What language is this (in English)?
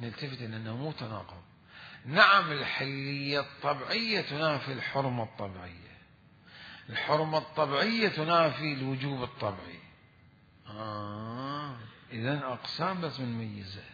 Mesopotamian Arabic